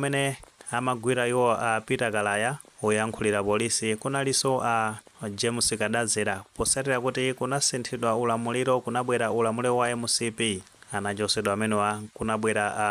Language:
Nyanja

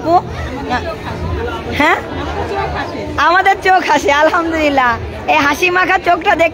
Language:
Bangla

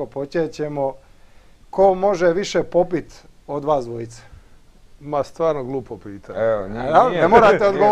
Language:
Croatian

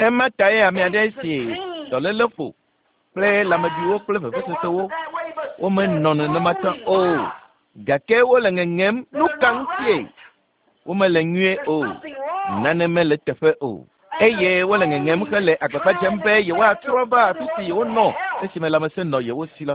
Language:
Ewe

